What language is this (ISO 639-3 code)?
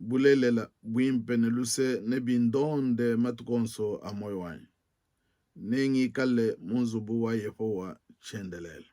lua